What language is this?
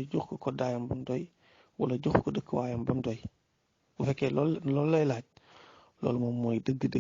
Wolof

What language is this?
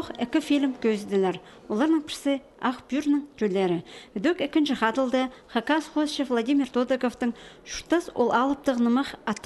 Khakas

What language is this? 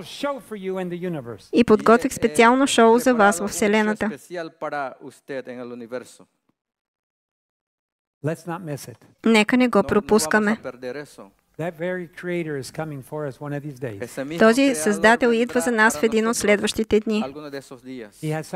Bulgarian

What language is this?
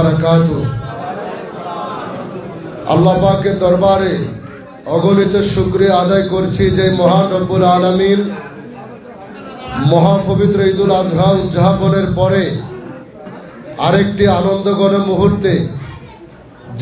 Bangla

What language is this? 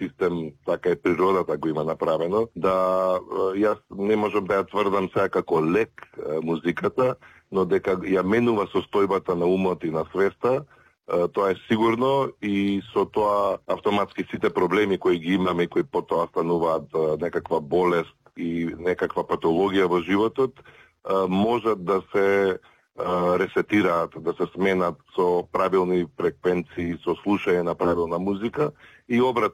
Macedonian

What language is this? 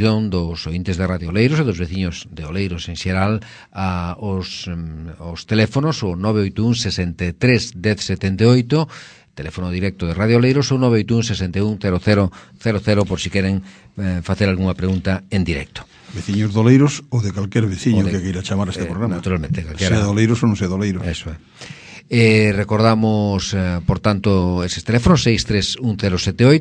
Galician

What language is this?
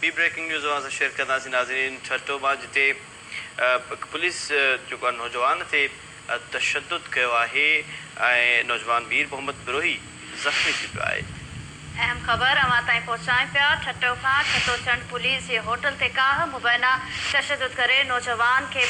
Sindhi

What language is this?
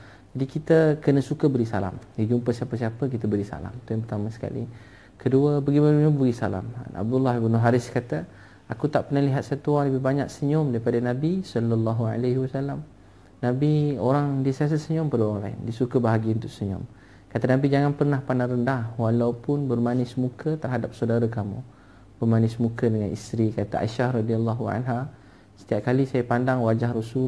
Malay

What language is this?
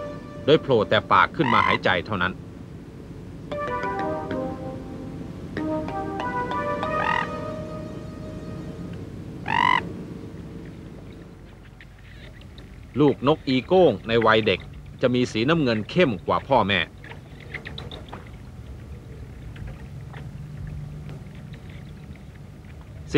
Thai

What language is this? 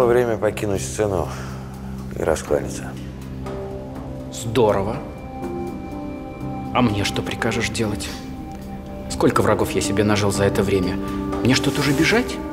Russian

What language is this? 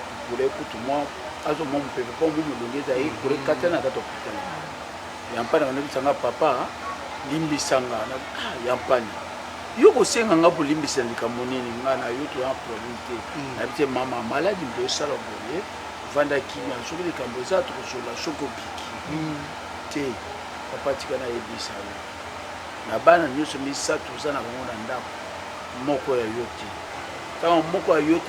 Lingala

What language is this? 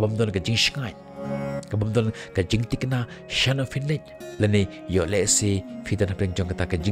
Khasi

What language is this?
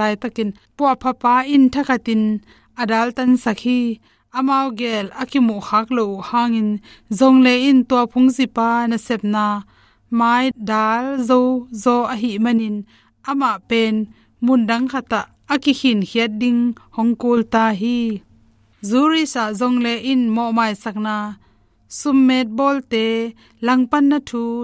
Tedim Chin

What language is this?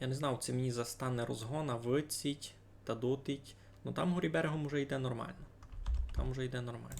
Rusyn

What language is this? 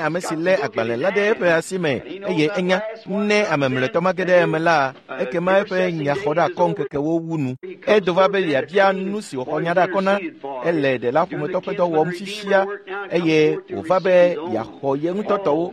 Ewe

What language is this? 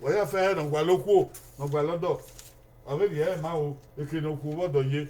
Bini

